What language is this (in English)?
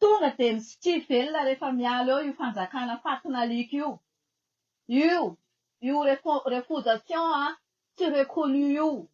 Malagasy